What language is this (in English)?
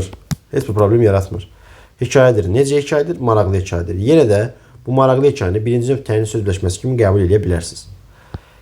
Azerbaijani